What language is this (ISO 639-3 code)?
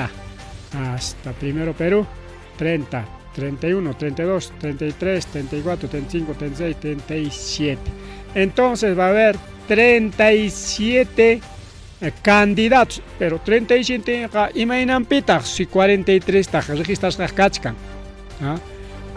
quy